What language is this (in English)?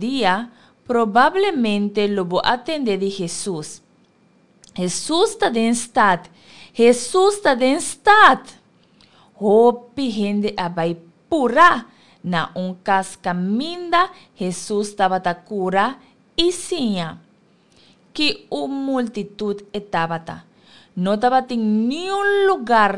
Papiamento